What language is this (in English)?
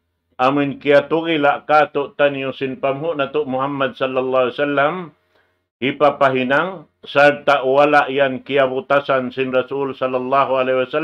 Tausug